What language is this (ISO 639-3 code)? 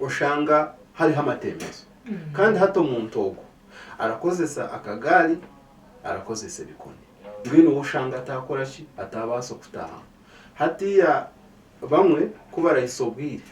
nyn